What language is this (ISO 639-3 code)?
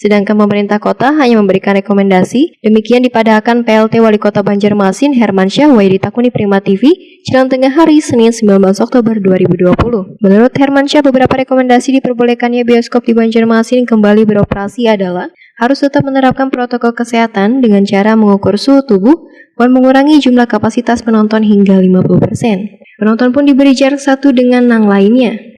bjn